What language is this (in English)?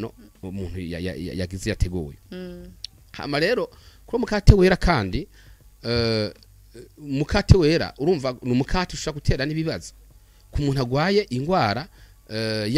Rundi